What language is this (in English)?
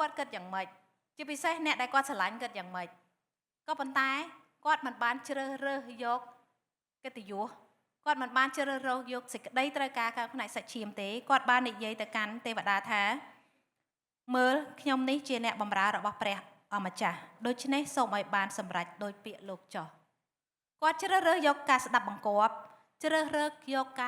Khmer